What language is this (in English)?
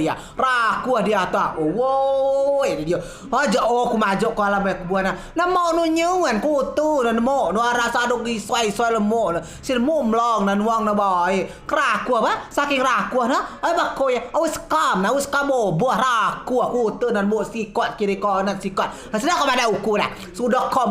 Rejang